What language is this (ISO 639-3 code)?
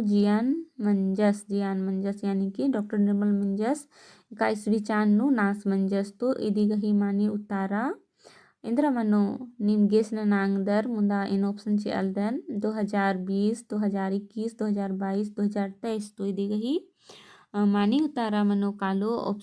kru